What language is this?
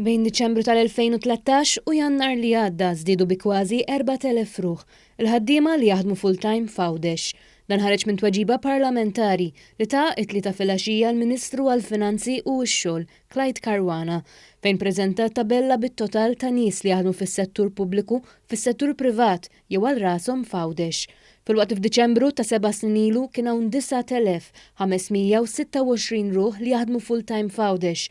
Maltese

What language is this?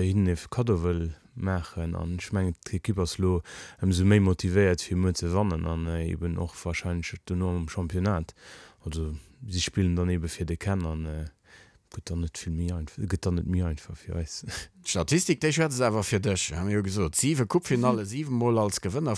Luxembourgish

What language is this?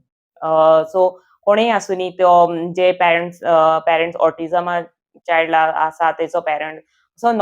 Konkani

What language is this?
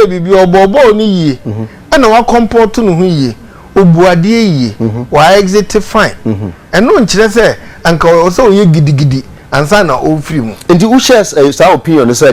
Akan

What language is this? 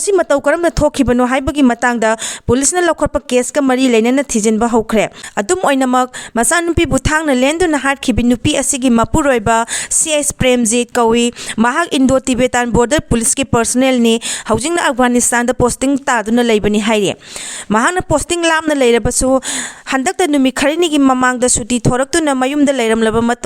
Manipuri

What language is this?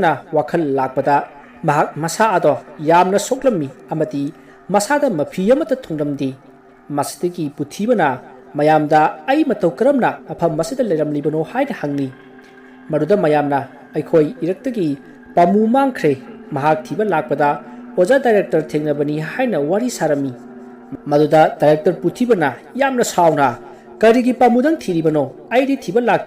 Manipuri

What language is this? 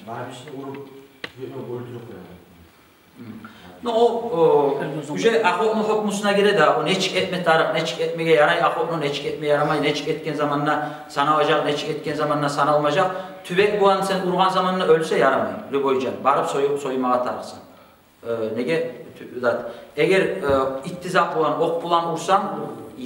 Kumyk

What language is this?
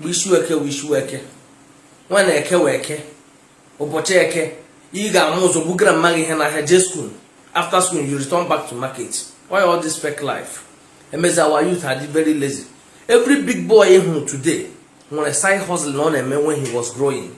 Igbo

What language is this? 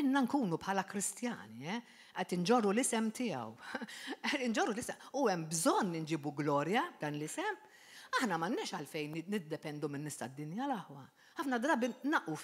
Maltese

